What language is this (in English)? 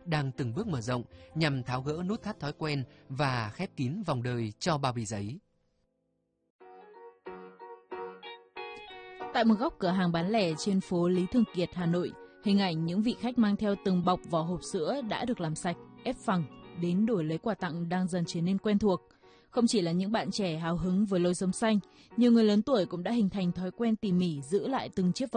Vietnamese